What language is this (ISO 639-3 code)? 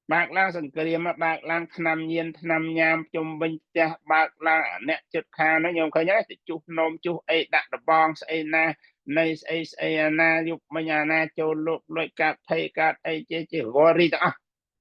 khm